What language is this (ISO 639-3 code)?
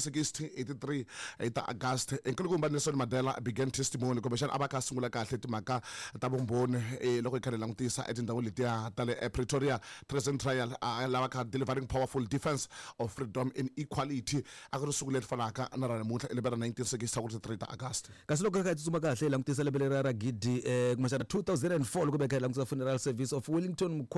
tso